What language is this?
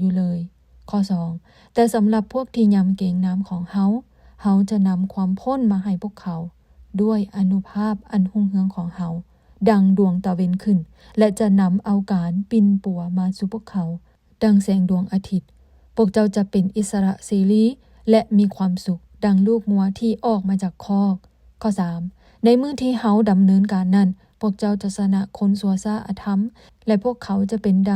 Lao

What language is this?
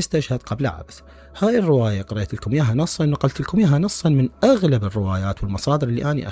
Mesopotamian Arabic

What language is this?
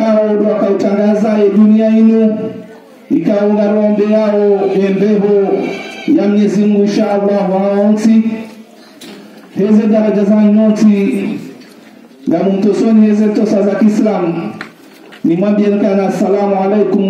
Ngazidja Comorian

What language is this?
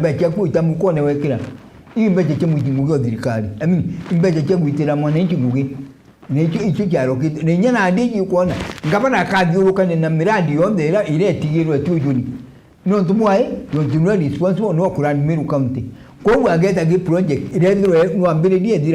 Meru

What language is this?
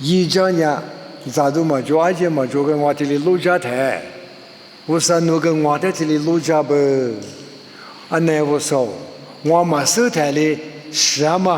Lisu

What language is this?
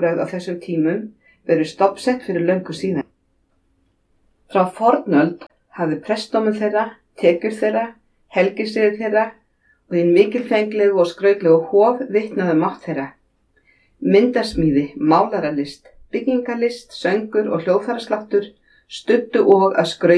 Icelandic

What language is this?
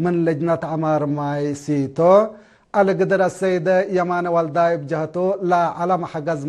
Tigre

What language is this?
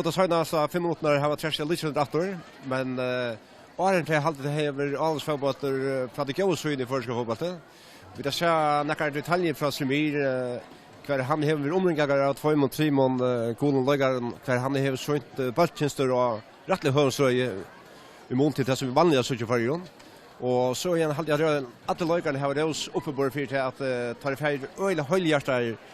Faroese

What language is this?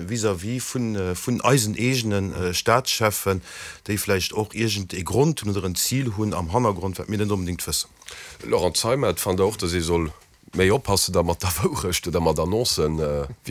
Luxembourgish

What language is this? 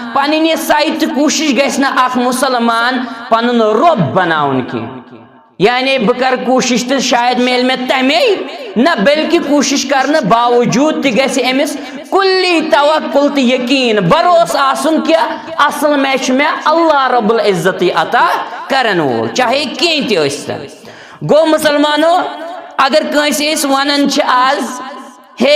Kashmiri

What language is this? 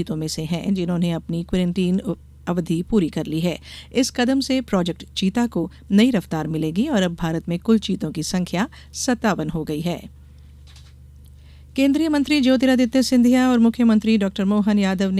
Hindi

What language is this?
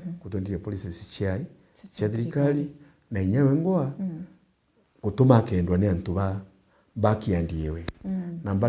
Meru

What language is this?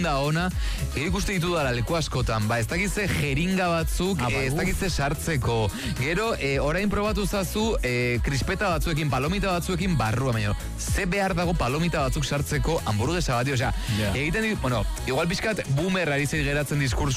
Basque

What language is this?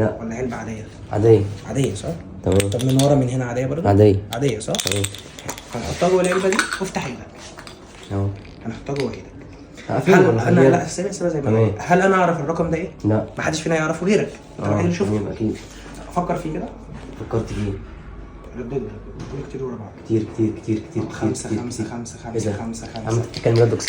Egyptian Arabic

